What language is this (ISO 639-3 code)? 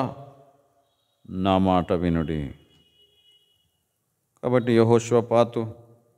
tel